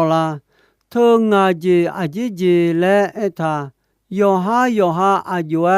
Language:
Akha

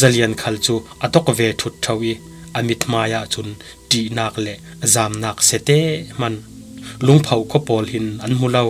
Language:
Falam Chin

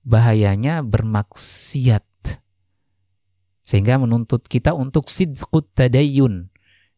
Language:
Indonesian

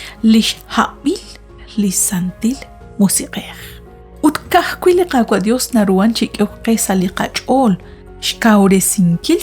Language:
Kekchí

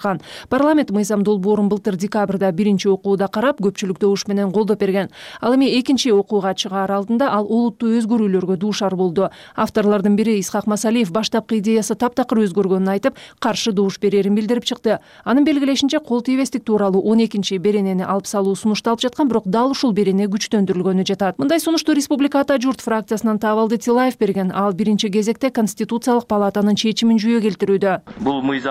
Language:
Kyrgyz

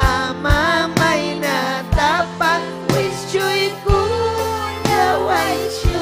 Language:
Ayacucho Quechua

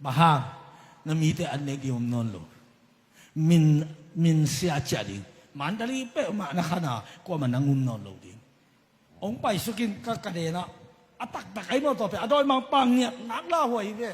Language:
Tedim Chin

